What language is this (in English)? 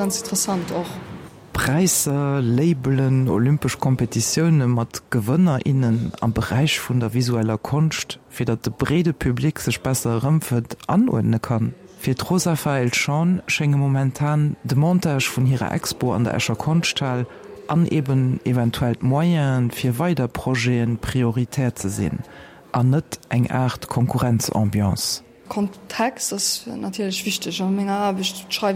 Luxembourgish